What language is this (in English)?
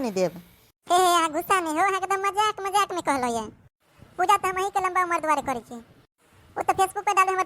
Maithili